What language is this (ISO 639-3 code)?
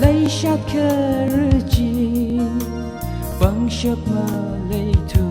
nmf